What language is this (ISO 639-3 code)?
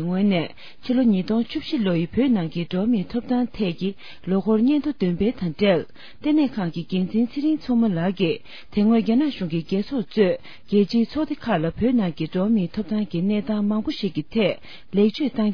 bod